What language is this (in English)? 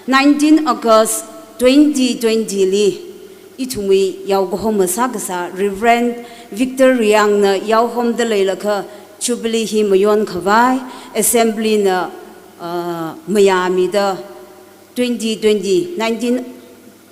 Tangkhul Naga (India)